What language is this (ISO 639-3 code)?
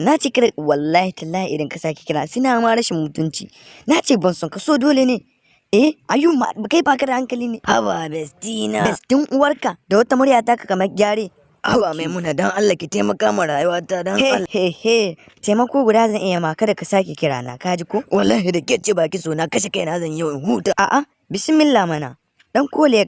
hau